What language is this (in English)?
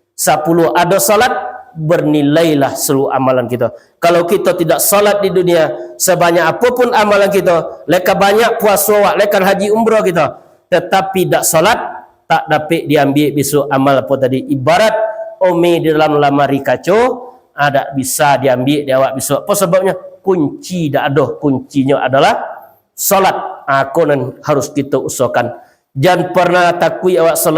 Minangkabau